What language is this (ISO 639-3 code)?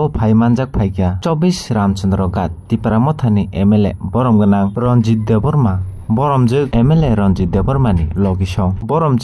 trp